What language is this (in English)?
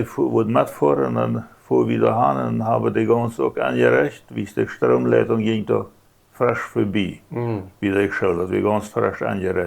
Plautdietsch